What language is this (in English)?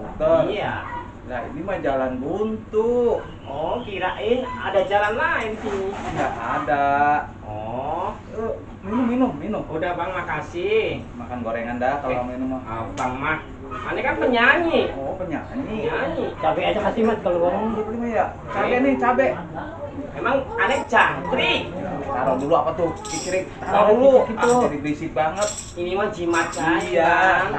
Betawi